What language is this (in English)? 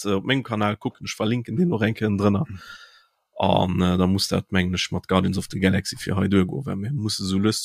Luxembourgish